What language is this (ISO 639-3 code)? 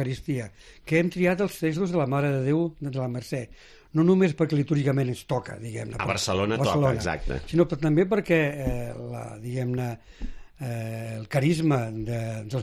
cat